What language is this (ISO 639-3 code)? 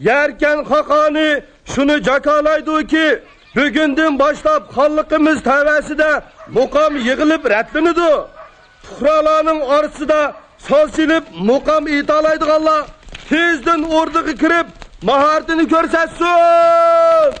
uig